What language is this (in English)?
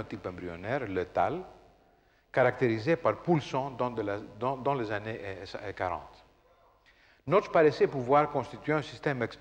French